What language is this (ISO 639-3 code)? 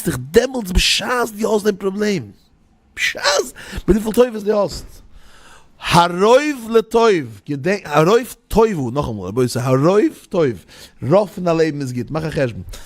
yid